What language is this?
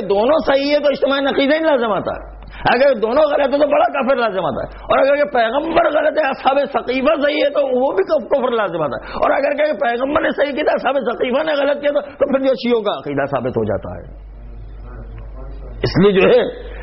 Urdu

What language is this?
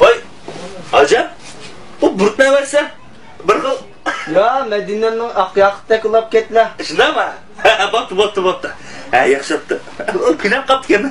Uyghur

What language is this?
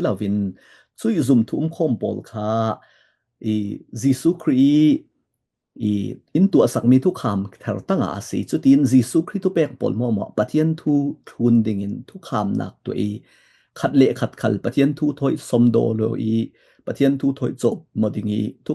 Falam Chin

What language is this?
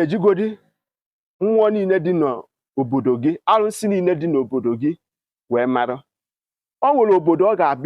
Igbo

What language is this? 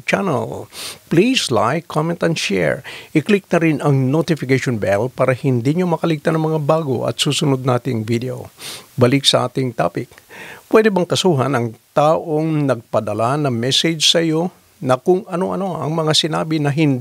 Filipino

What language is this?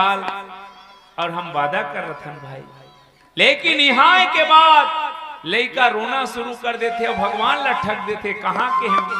Chhattisgarhi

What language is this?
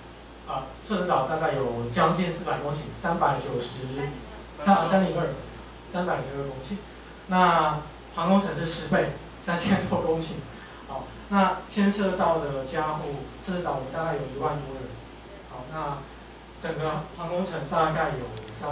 Chinese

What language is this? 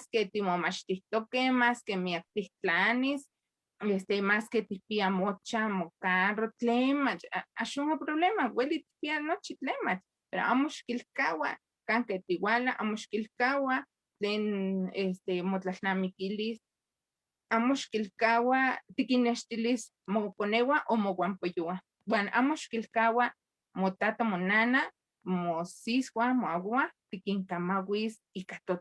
Eastern Huasteca Nahuatl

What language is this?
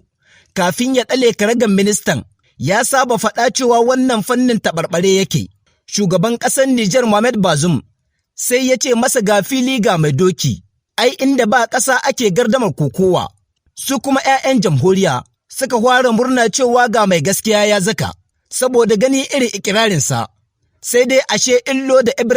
Hausa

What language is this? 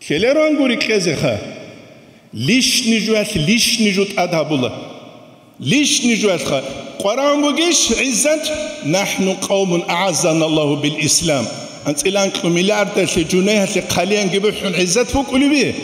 Avaric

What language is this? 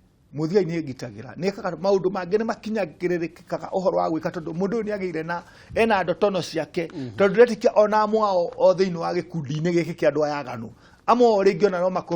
Kikuyu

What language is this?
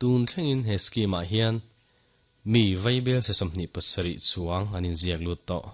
Mizo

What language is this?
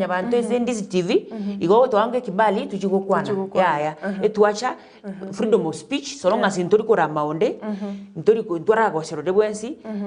Gusii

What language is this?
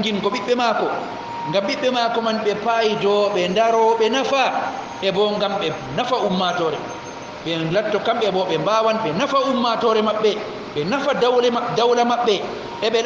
Fula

